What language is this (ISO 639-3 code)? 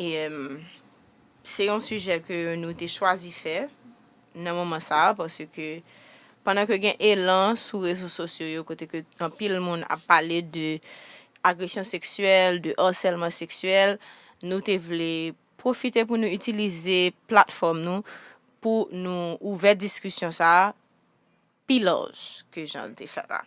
hat